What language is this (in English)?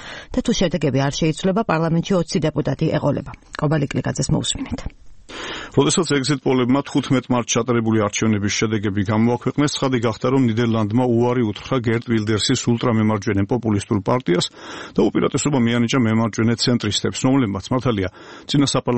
Georgian